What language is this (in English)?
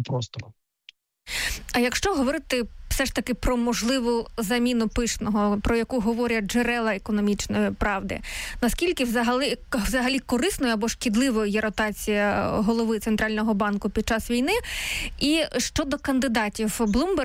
Ukrainian